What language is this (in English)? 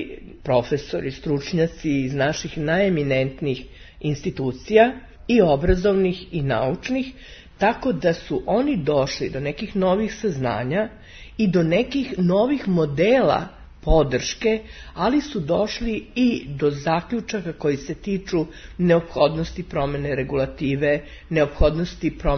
Serbian